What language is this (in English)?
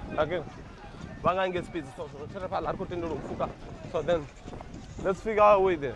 Venda